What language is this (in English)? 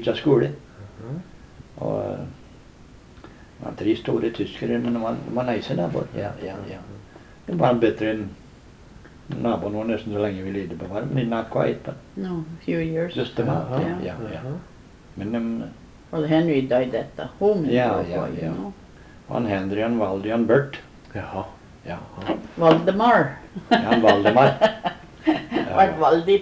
Norwegian